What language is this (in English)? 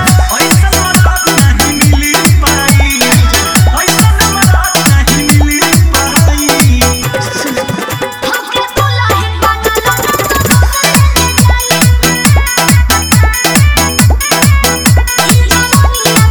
Bhojpuri